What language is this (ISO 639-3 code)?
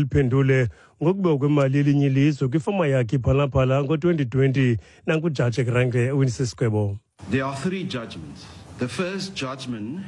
xho